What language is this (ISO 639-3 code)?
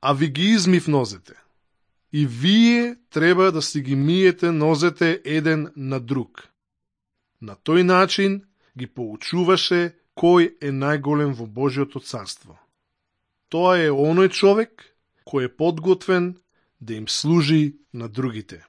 mkd